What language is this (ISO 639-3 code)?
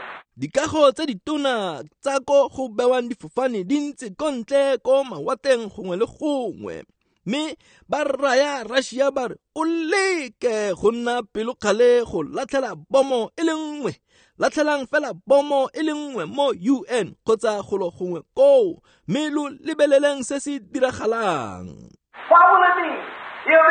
tsn